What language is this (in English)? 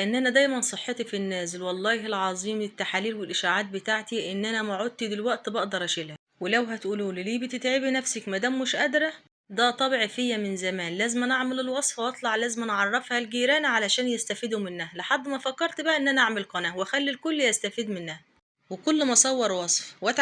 Egyptian Arabic